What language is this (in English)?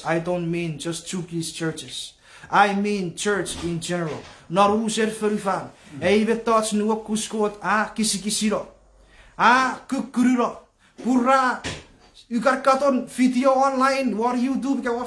Chuukese